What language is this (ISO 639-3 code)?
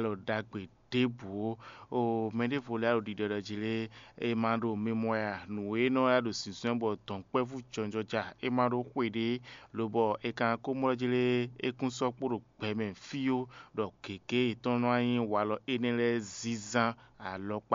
fon